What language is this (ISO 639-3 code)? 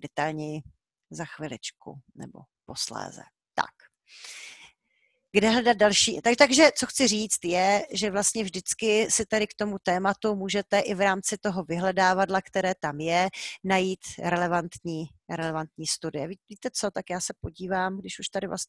ces